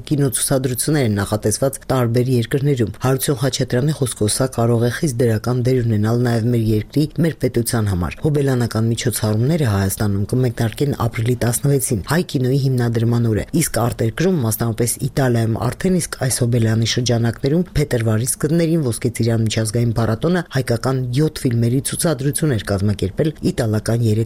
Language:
Armenian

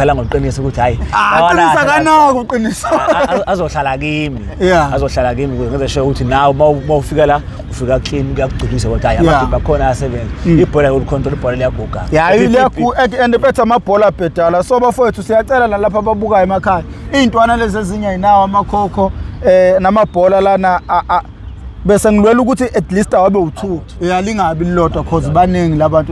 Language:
Zulu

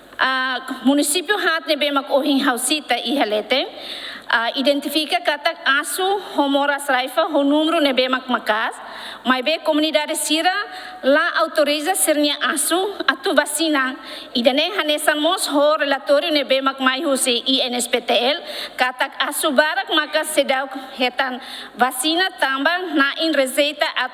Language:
Tetum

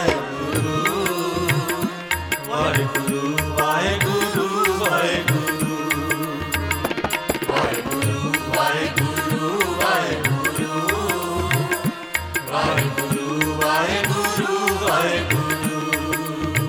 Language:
Punjabi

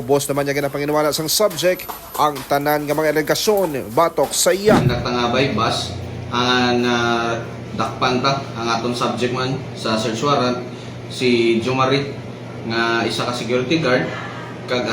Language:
Hiligaynon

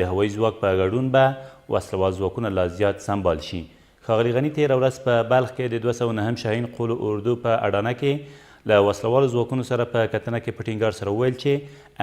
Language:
Pashto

